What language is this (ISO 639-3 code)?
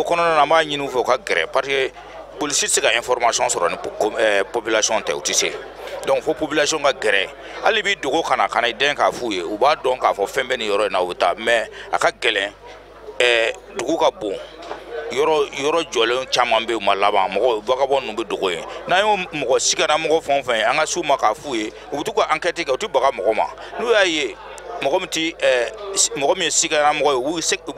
bam